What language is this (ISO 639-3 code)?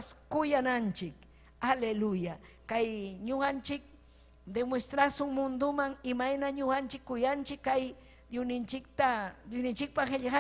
quy